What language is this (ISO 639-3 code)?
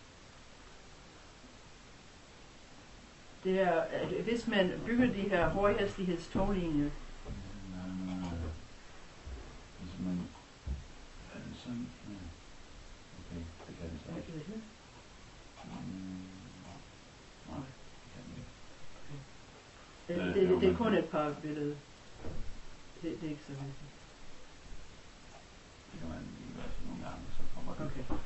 dan